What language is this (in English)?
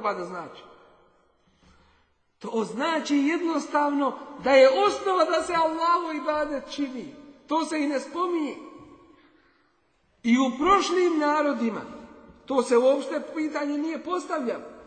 Bosnian